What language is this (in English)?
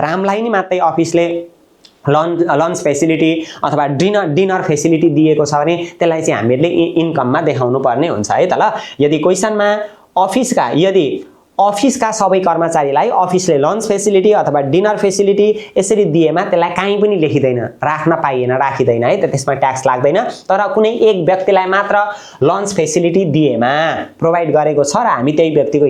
Nepali